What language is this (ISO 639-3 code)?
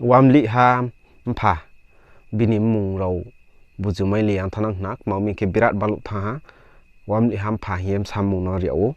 ria